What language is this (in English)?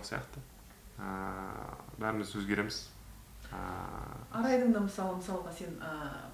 Kazakh